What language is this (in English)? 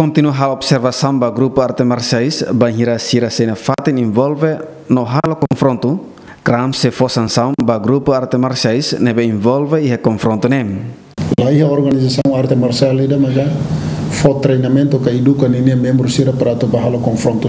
Tetum